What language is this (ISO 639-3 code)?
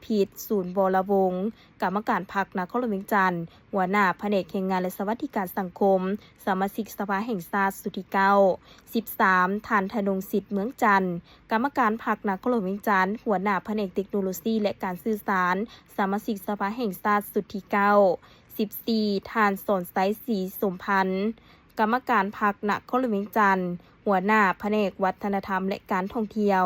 lao